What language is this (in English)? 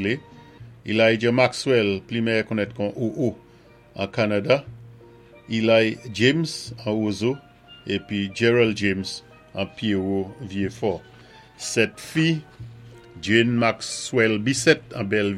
Saint Lucian Creole French